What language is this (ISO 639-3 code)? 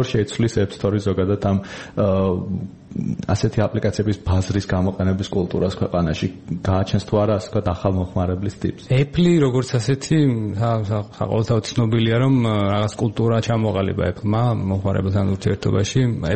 kat